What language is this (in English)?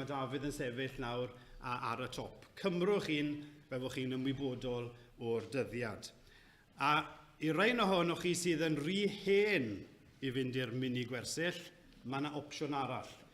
Welsh